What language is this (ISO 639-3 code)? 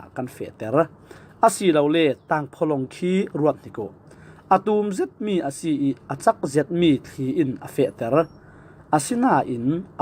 cfm